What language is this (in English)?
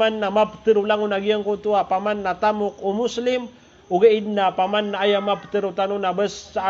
Maranao